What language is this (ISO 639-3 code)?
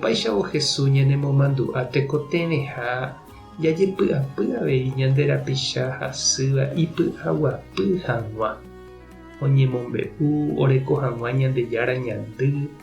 grn